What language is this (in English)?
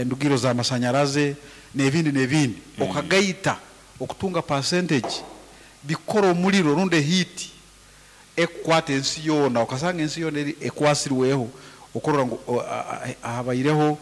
Nyankole